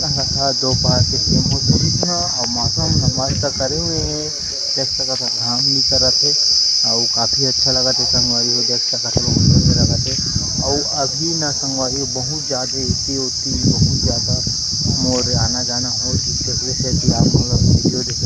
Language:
Chhattisgarhi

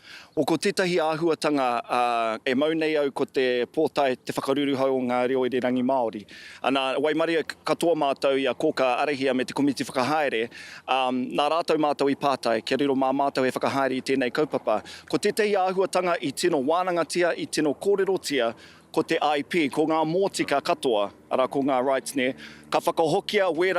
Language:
Māori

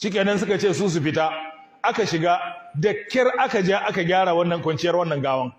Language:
Hausa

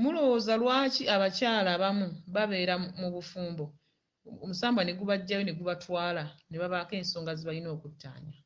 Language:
Ganda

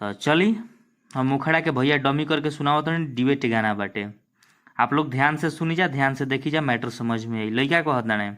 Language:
Bhojpuri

